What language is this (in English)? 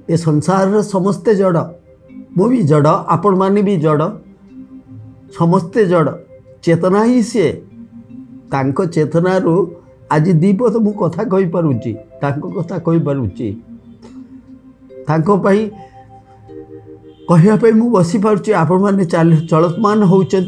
Odia